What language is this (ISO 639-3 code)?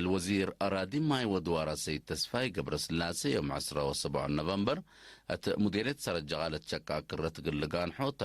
tig